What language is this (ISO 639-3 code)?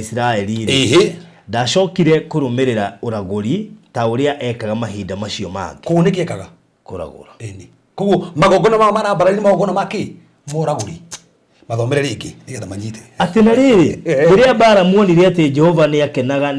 kik